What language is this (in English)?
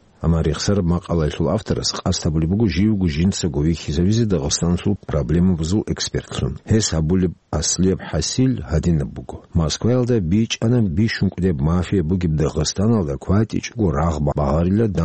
Avaric